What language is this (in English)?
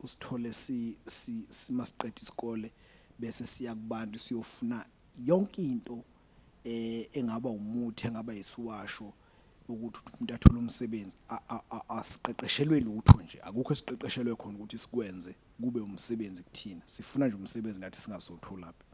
Zulu